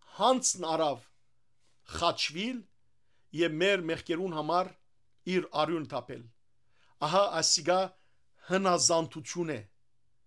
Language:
Western Armenian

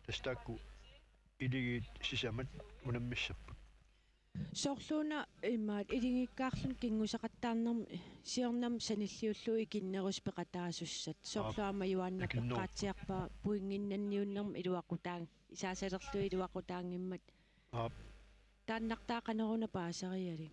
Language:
Kalaallisut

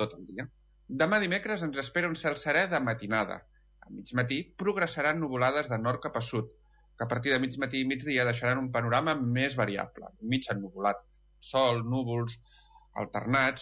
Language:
Catalan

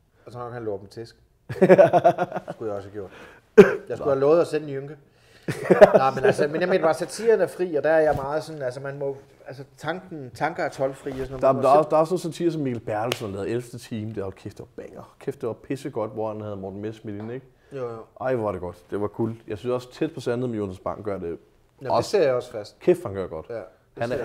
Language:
Danish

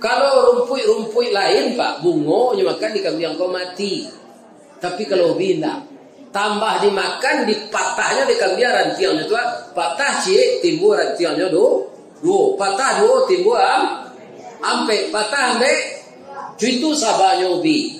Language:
Minangkabau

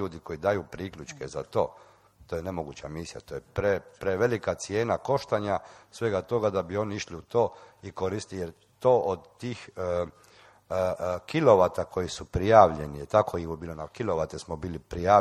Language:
Croatian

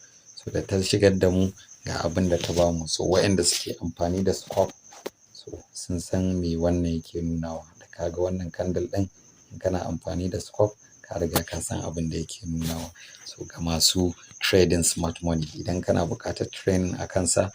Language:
Hausa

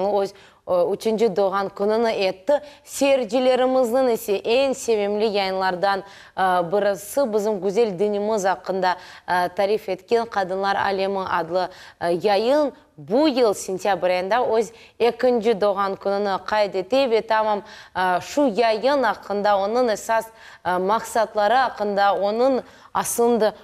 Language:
Crimean Tatar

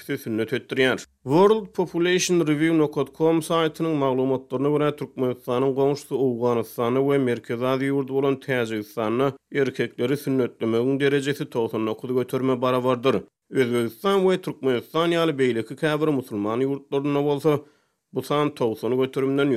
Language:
Turkmen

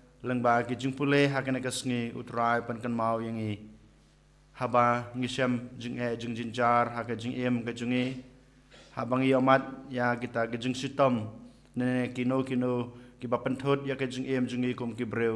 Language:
Khasi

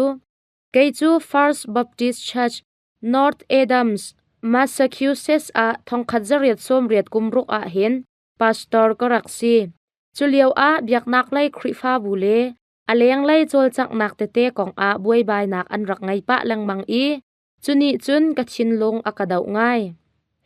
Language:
Hakha Chin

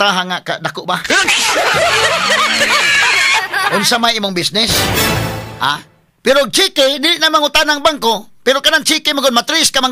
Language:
Cebuano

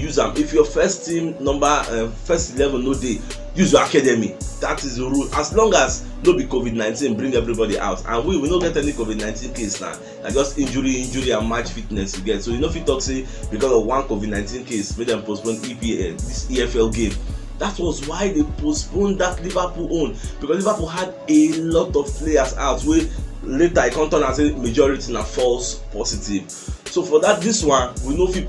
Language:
Nigerian Pidgin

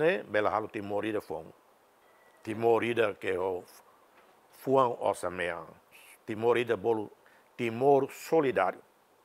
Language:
Tetum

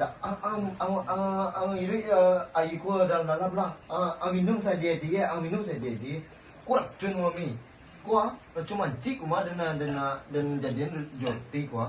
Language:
Minangkabau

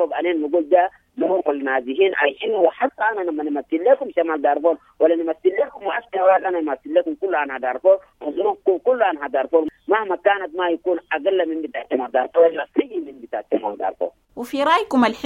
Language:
Sudanese Arabic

